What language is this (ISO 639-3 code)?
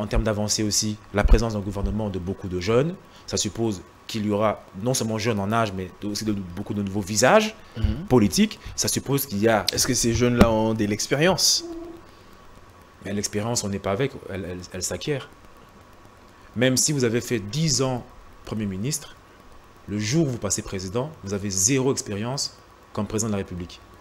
fra